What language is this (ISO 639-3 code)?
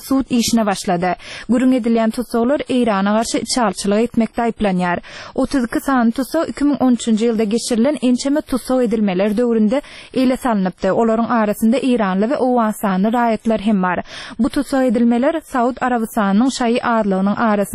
tuk